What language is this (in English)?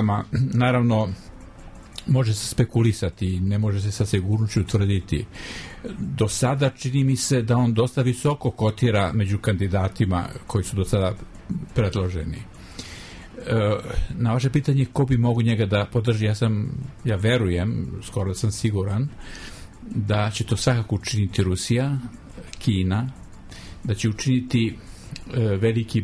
Serbian